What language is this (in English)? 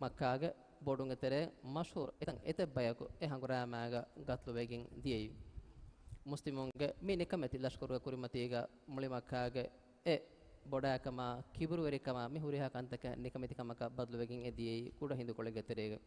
Divehi